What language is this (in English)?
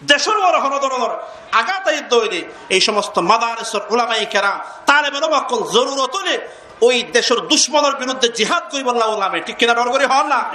Rohingya